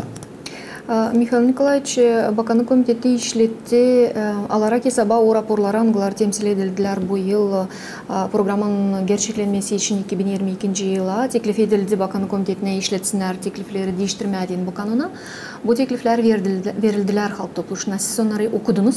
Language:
Gagauz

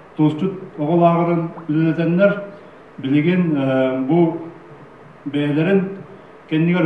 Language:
Yakut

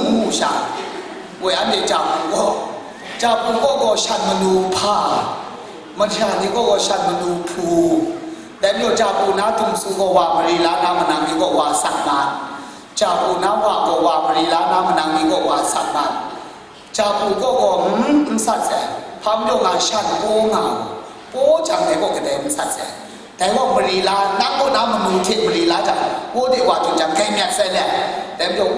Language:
Kachin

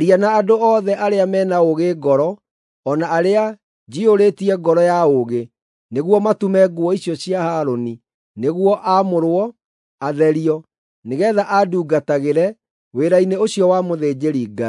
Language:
Kikuyu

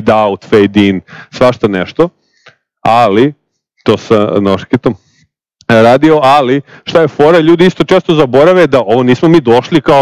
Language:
Serbian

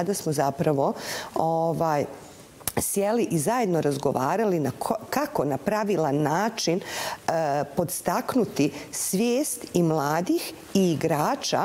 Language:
Bosnian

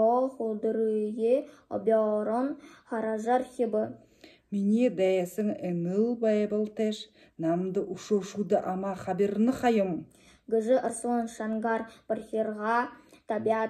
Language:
Buriat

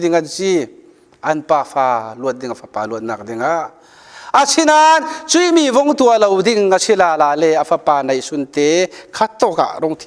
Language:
Falam Chin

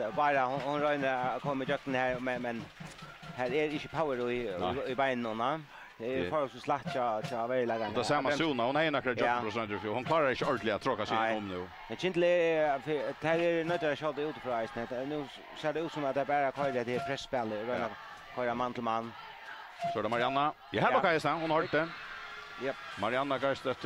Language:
Faroese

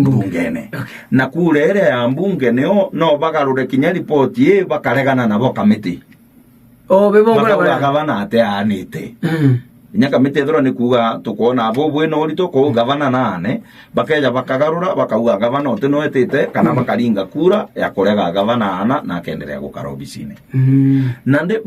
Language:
Meru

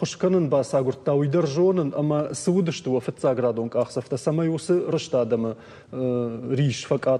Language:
Ossetic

